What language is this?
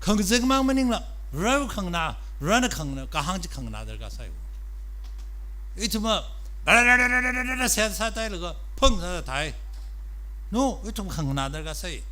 Tangkhul Naga (India)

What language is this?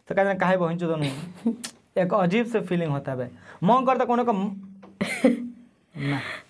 Bhojpuri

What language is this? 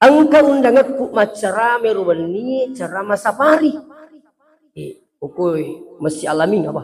Buginese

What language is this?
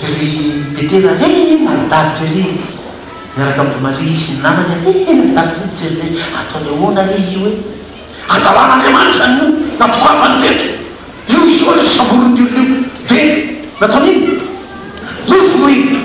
Malagasy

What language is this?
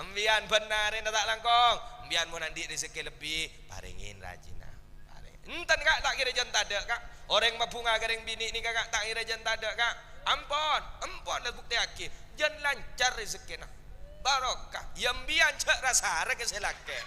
Madurese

